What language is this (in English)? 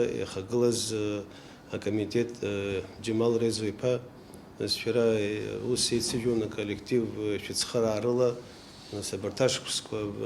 Abkhazian